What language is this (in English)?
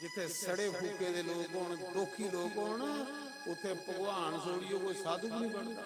Dogri